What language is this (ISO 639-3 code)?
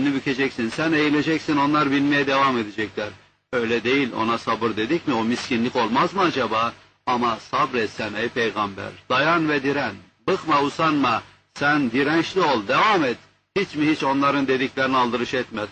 tur